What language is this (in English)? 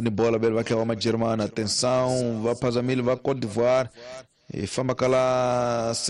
Tsonga